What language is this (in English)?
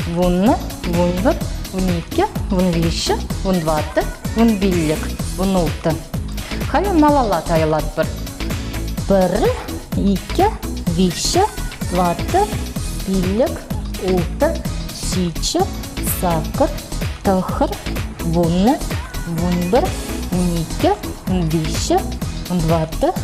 Chuvash